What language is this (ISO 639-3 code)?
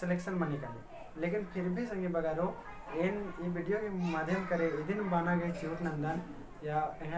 kru